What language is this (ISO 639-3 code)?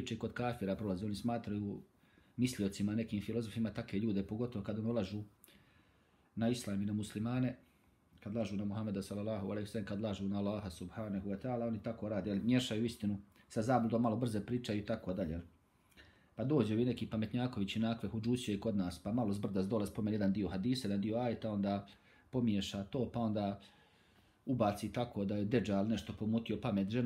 bos